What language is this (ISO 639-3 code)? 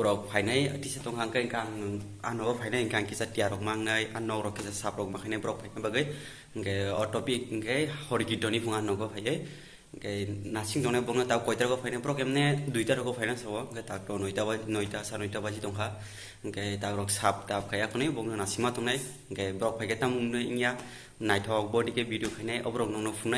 trp